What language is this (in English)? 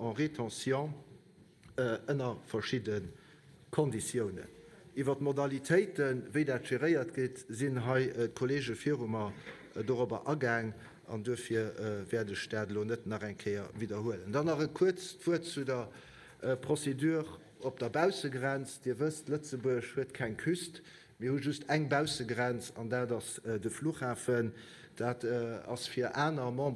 Luxembourgish